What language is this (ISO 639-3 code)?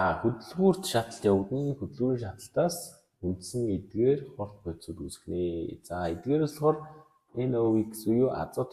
mon